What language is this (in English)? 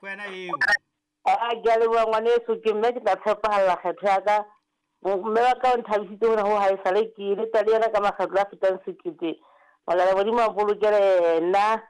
Southern Sotho